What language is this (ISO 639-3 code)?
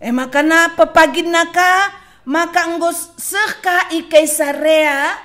btx